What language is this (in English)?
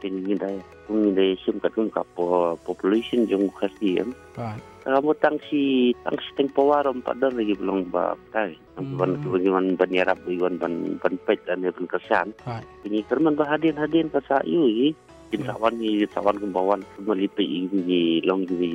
Malay